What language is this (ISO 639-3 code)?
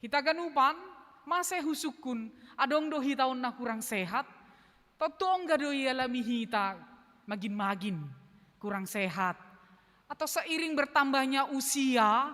bts